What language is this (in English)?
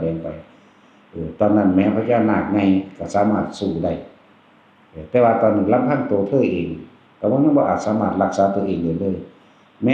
Northeastern Thai